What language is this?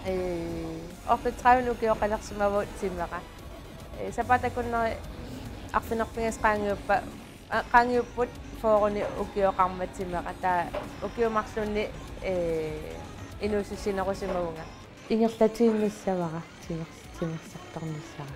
Kalaallisut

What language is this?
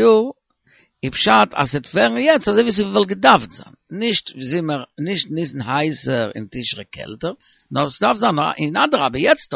Yiddish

